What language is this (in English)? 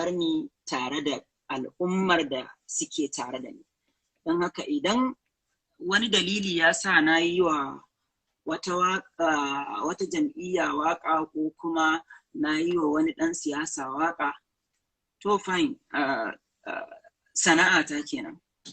Hausa